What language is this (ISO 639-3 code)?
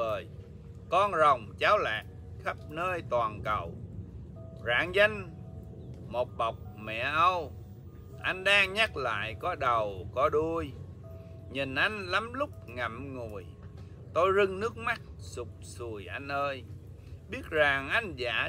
vie